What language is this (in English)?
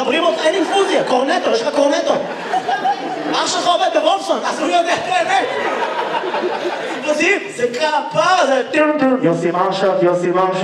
Hebrew